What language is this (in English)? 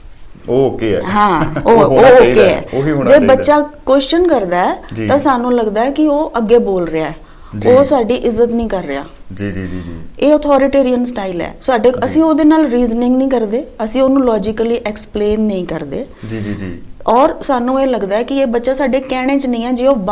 Punjabi